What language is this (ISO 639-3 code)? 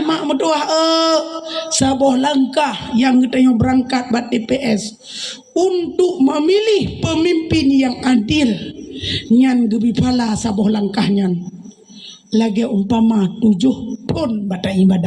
ace